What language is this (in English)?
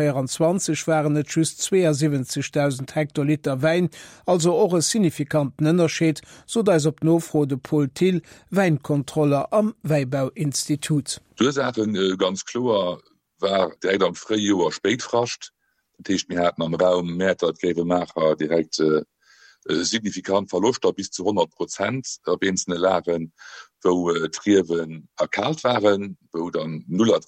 Luxembourgish